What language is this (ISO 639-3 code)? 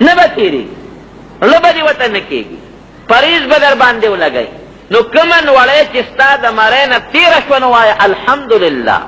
pus